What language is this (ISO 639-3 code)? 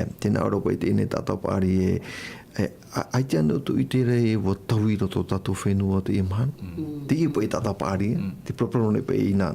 tah